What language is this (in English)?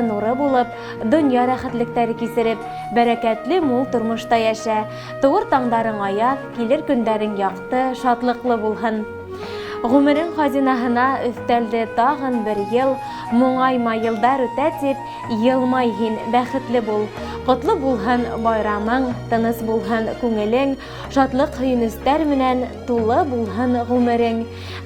Bashkir